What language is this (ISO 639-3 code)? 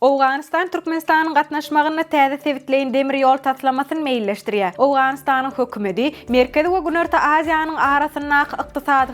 tuk